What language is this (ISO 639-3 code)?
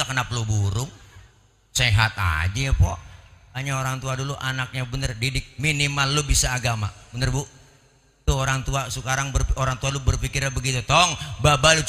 bew